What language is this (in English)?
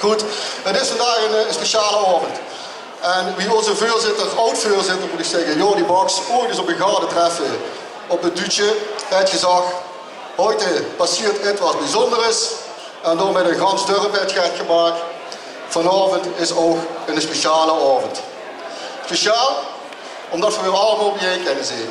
Limburgish